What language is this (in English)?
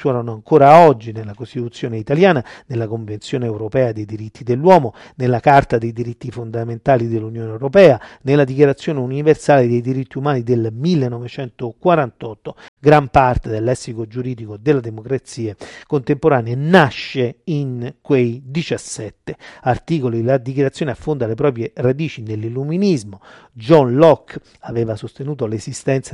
Italian